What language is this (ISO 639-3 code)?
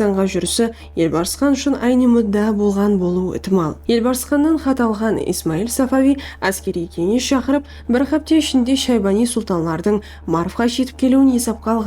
kaa